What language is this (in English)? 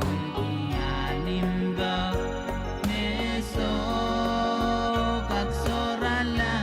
Pohnpeian